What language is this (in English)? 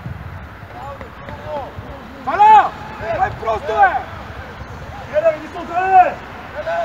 Bulgarian